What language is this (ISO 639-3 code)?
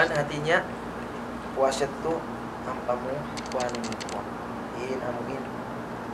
tsg